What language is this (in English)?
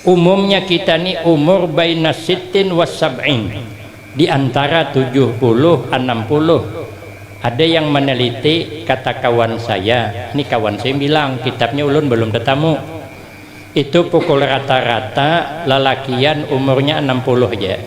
Banjar